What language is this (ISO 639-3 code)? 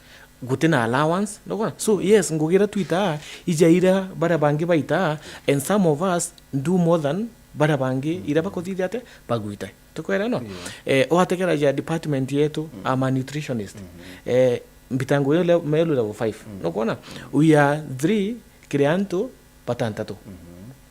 mer